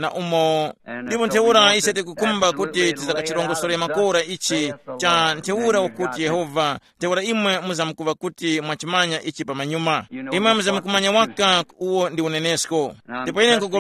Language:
Tumbuka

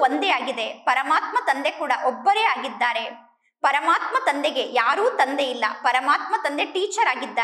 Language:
Kannada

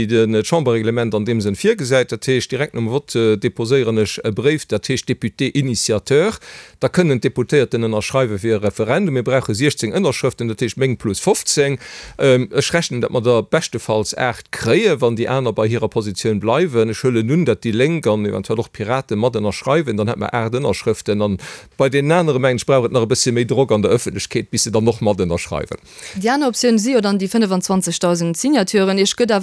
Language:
Luxembourgish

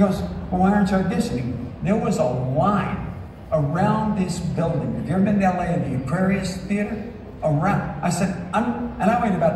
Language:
English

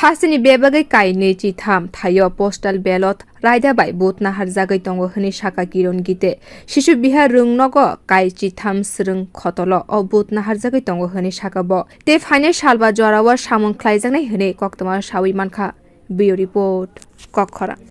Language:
Kok Borok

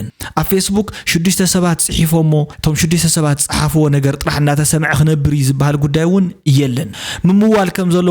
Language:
Tigrinya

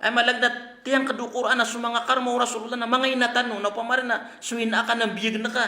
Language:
Maranao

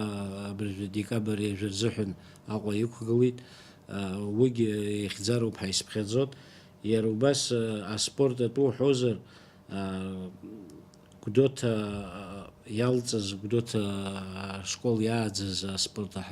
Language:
Abkhazian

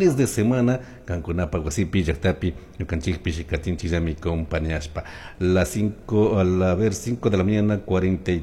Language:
Chimborazo Highland Quichua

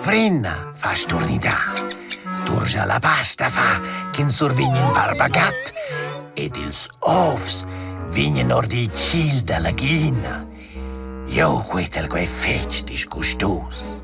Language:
Romansh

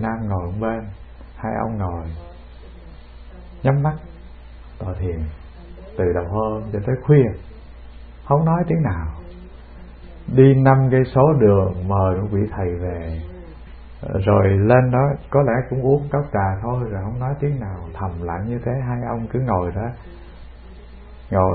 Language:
Vietnamese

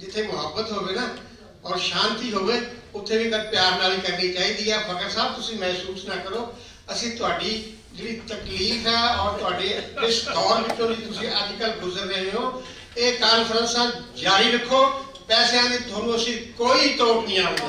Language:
Western Panjabi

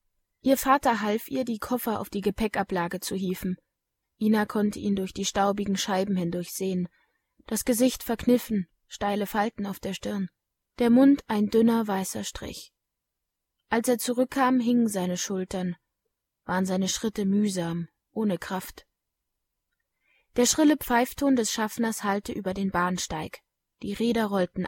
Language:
German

